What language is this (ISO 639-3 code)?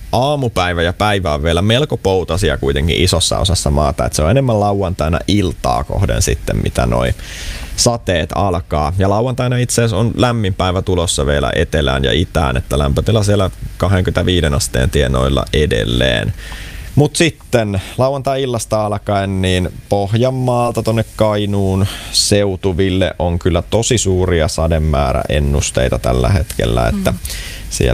fin